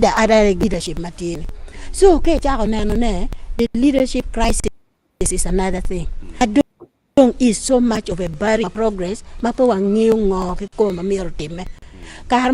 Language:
Acoli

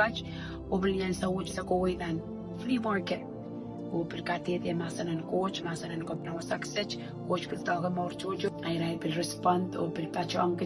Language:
Pohnpeian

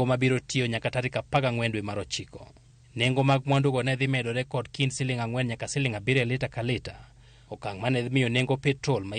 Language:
Luo (Kenya and Tanzania)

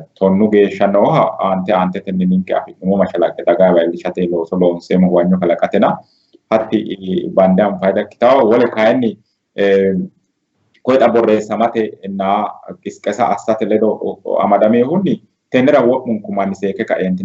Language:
Sidamo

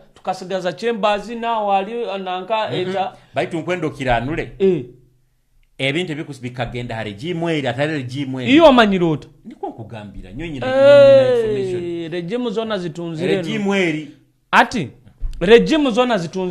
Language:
Nyoro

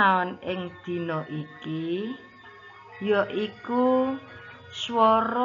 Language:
Javanese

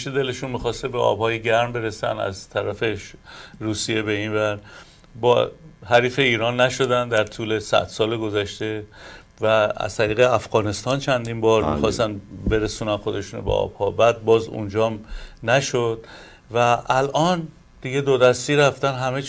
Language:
Persian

